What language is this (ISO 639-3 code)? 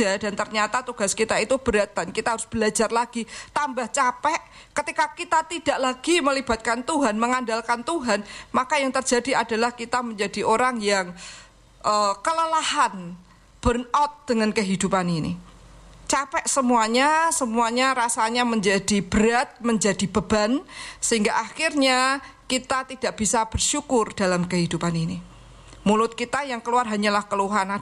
ind